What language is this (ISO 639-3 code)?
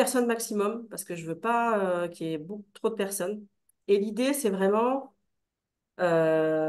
fra